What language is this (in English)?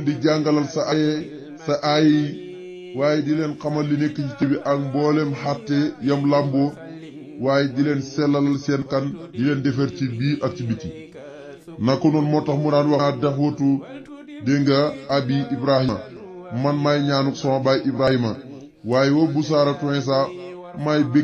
Wolof